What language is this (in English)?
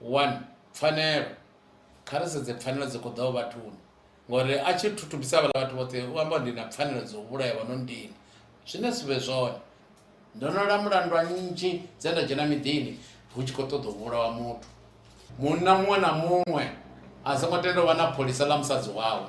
Venda